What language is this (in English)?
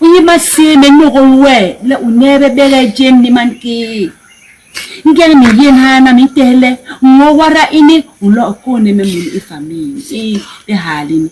Basaa